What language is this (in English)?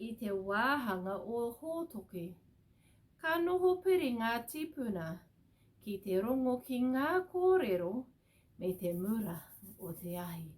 Māori